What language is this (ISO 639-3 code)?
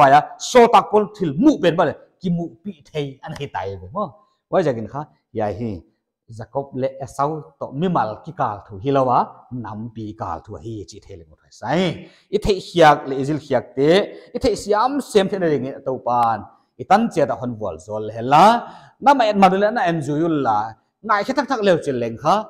pck